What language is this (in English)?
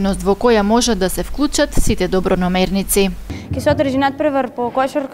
Macedonian